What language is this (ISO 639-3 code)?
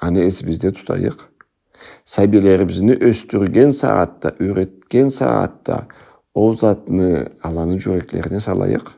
krc